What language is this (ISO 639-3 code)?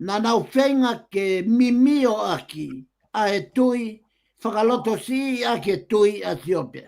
ton